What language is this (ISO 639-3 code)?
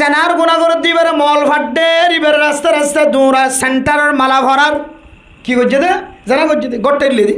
rhg